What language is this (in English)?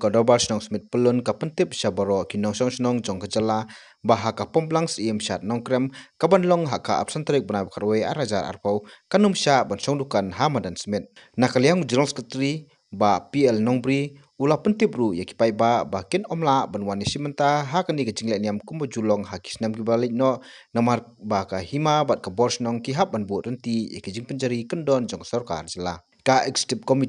Khasi